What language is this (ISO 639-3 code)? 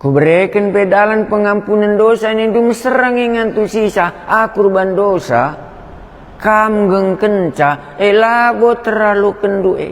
btx